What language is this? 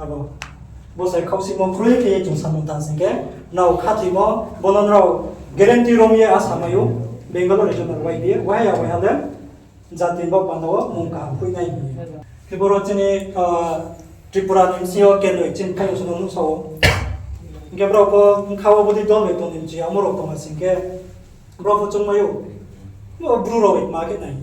Riang (India)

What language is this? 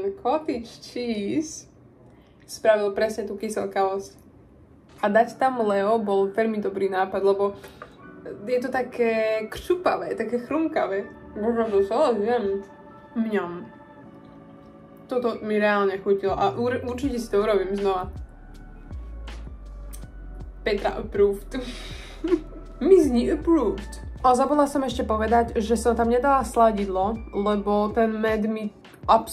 Slovak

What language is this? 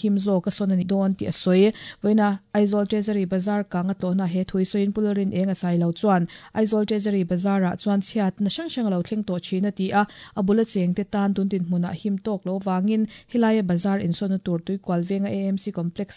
Mizo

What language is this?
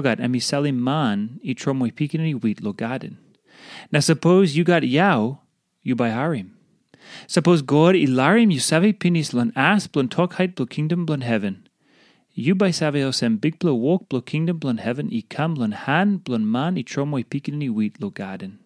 Tok Pisin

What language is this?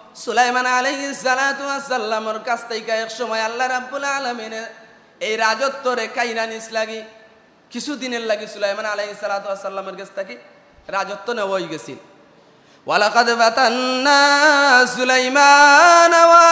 Sylheti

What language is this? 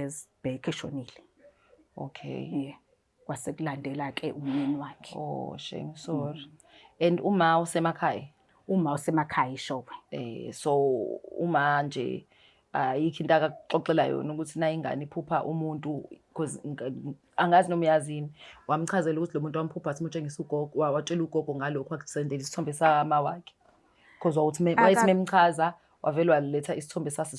Zulu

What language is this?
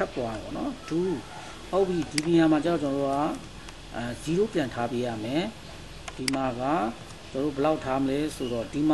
Burmese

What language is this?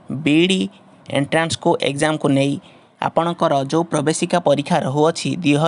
Odia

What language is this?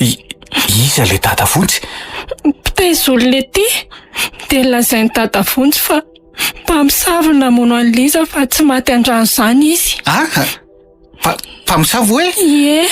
Malagasy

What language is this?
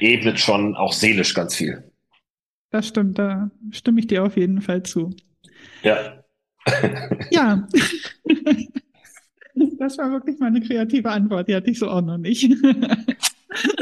German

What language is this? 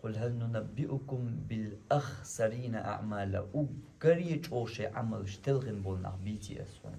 Chechen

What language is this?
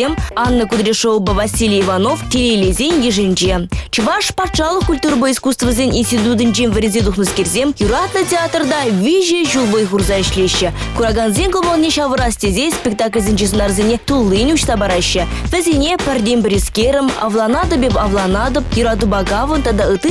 Chuvash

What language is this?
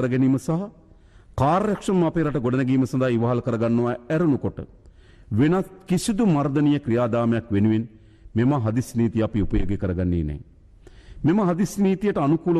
Sinhala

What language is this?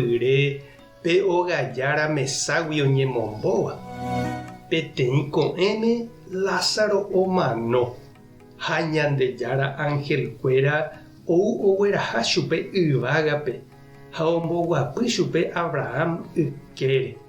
Guarani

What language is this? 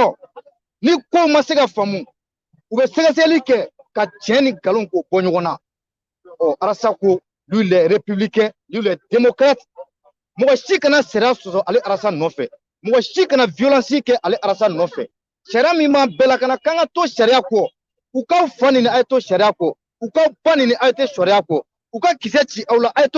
Bambara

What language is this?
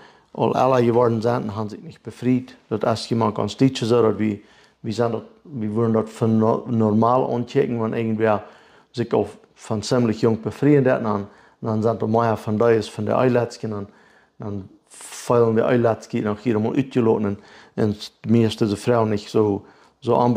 Plautdietsch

